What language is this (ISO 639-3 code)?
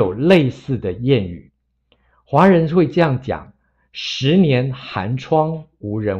zho